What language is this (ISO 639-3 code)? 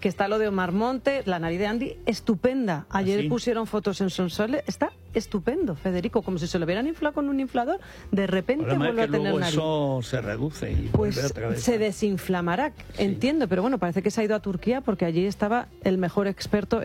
spa